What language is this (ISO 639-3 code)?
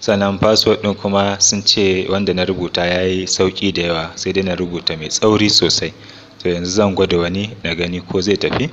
hau